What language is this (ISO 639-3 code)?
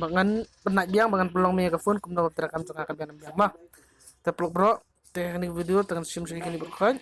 kha